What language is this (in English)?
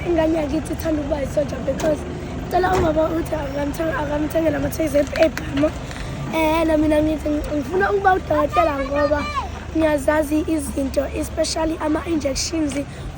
Zulu